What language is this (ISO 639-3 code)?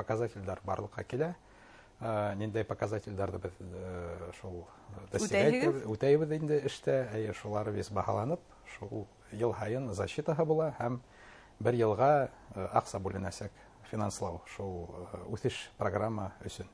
bak